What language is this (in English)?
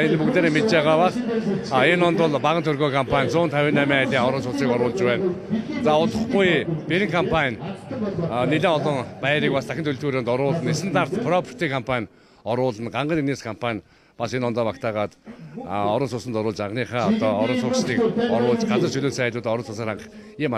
Mongolian